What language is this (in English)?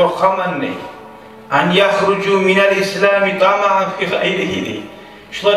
Kumyk